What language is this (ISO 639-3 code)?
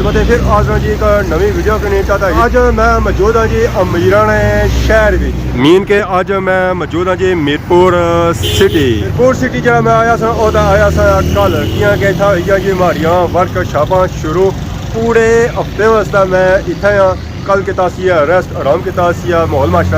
phr